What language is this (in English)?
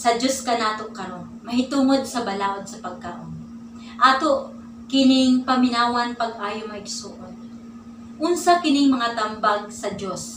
Cebuano